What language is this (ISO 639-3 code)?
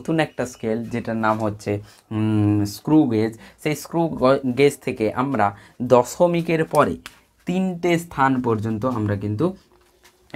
ben